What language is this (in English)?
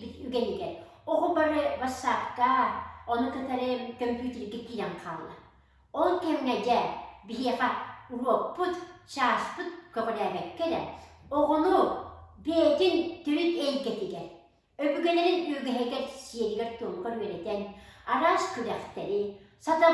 Yakut